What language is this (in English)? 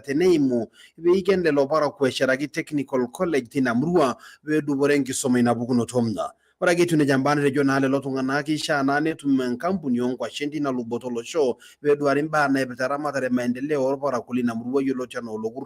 Masai